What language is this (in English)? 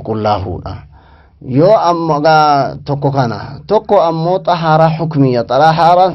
Oromo